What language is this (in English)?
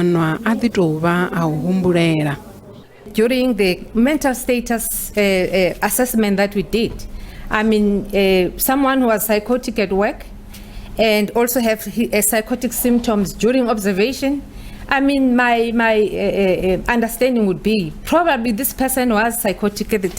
Venda